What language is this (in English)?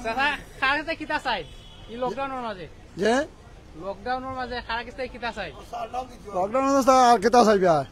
Sylheti